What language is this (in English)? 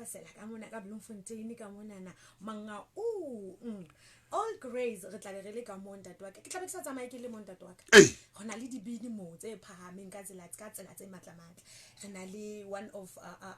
Southern Sotho